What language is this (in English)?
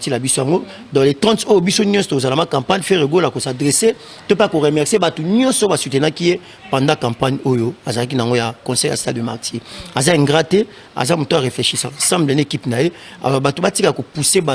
Lingala